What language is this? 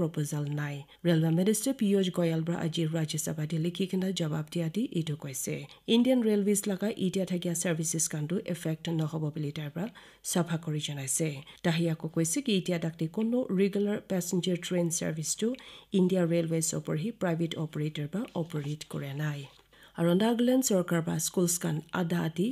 Naga Pidgin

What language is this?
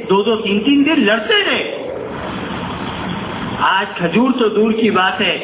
Urdu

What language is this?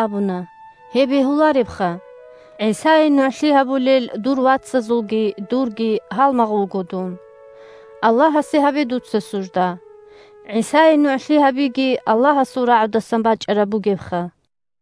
Avaric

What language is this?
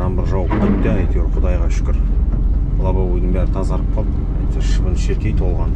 Kazakh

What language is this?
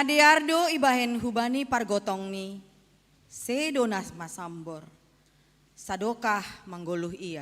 Batak Simalungun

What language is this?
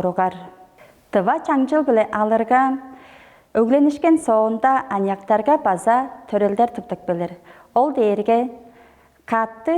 Tuvinian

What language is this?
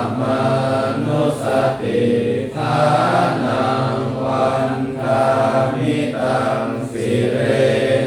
Pali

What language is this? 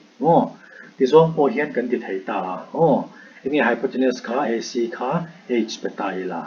Mizo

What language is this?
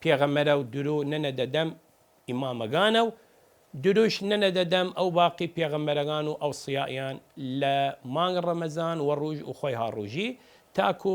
Southern Kurdish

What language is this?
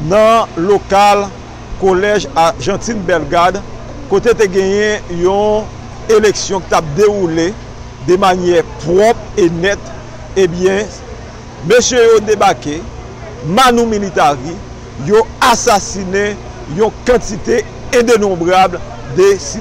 Haitian Creole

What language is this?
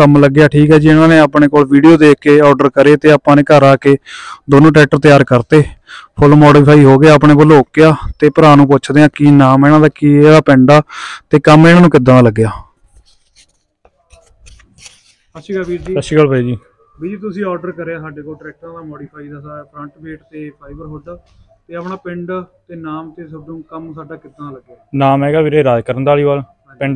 Punjabi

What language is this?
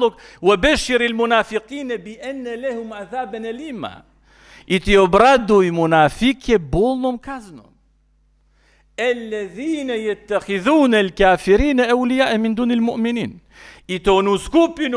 Bosnian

